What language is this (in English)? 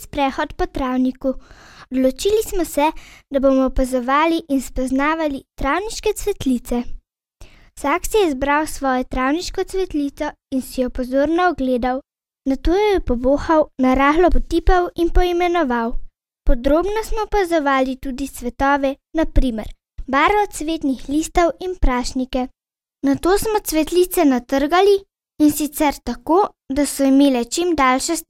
Slovenian